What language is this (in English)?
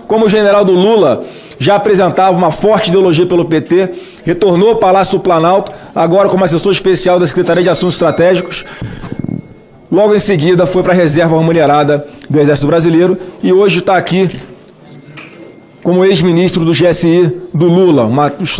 Portuguese